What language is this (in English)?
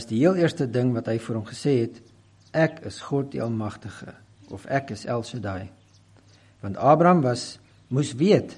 Afrikaans